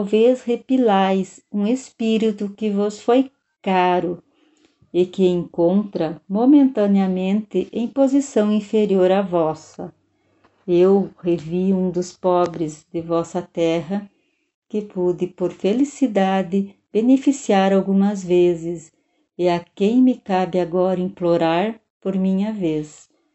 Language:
Portuguese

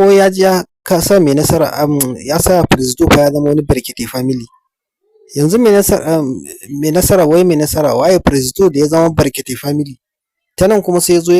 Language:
Hausa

